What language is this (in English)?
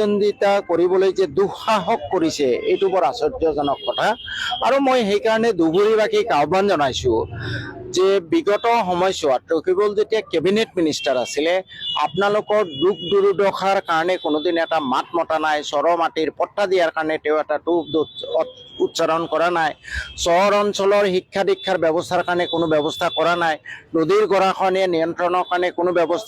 Assamese